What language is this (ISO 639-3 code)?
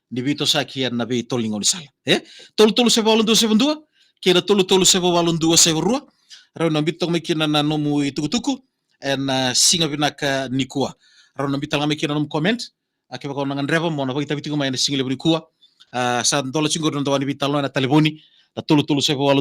fij